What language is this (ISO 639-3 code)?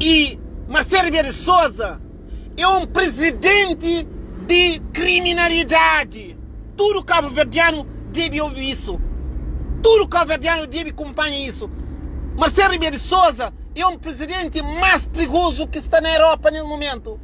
kea